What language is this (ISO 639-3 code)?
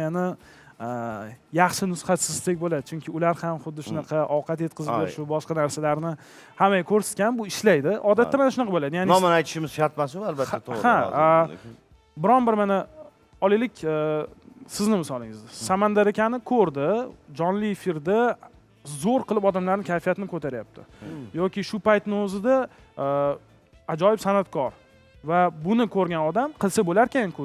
uzb